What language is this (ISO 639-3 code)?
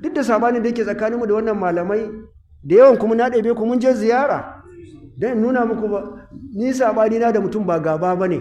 hau